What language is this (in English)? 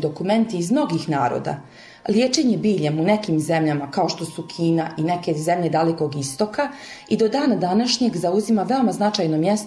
Bosnian